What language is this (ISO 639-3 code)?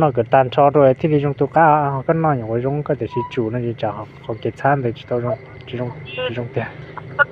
hmn